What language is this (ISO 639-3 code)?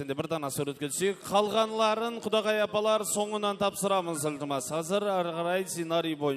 kaa